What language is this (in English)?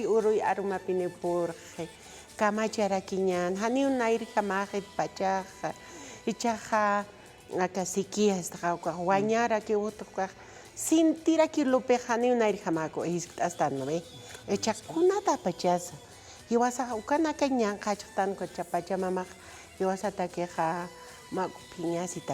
Aymara